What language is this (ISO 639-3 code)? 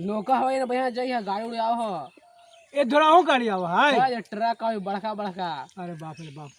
mag